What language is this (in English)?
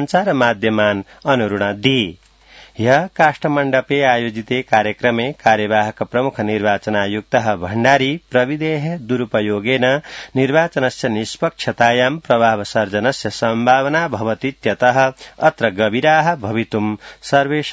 Sanskrit